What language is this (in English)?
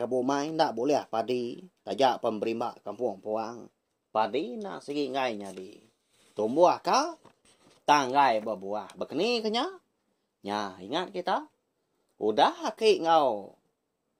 Iban